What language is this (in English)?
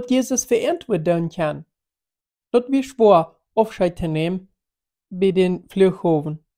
Plautdietsch